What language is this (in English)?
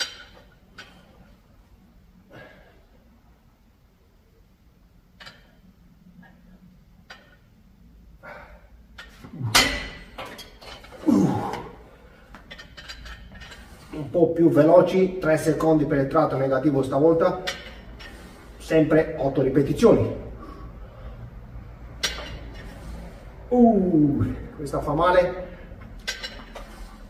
Italian